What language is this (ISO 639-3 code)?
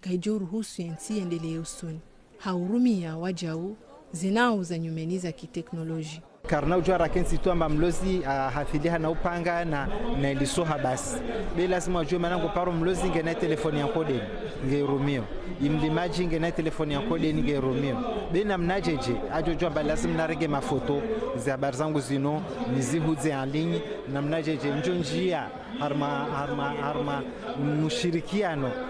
zdj